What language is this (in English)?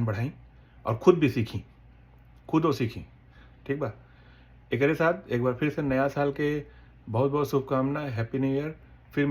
Bhojpuri